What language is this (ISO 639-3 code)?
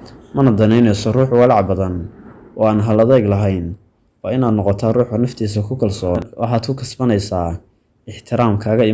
som